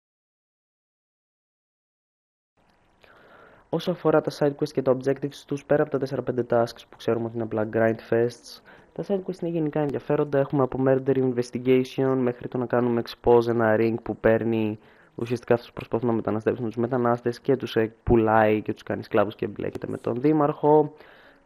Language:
Greek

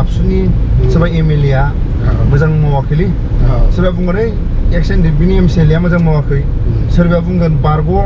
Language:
Bodo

